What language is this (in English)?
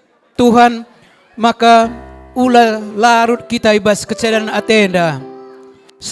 Batak Karo